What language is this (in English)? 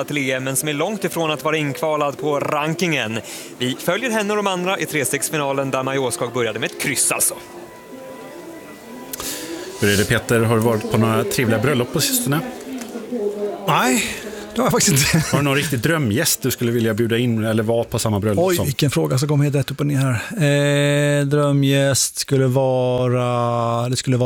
Swedish